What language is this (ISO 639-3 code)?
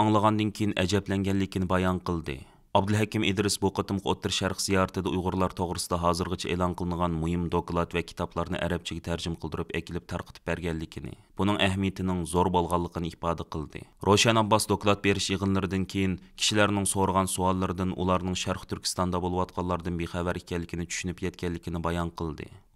uig